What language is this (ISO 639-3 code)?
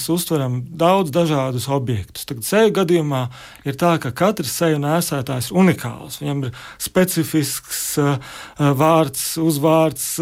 lav